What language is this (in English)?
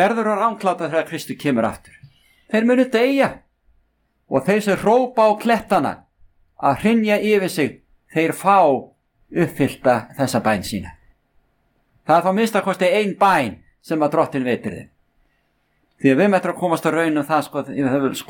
Icelandic